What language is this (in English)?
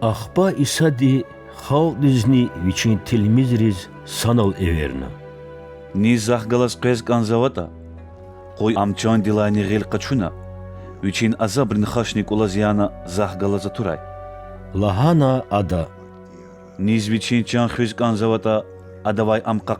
Lezghian